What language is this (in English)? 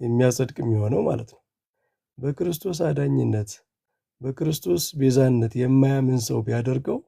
Amharic